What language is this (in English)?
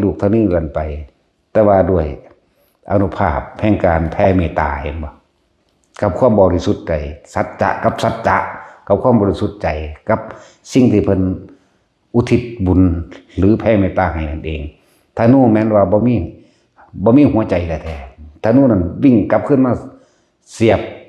Northeastern Thai